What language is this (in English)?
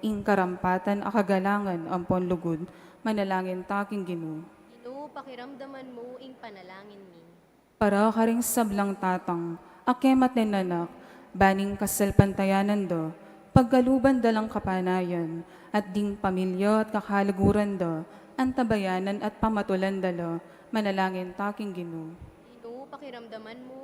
Pampanga